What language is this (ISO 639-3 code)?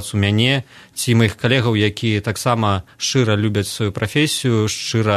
bel